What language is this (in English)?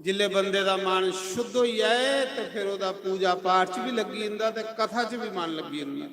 Dogri